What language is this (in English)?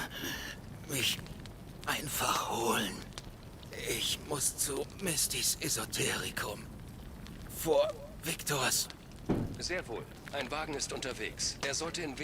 Bavarian